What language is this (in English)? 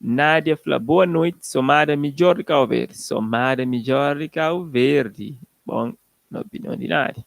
Kabuverdianu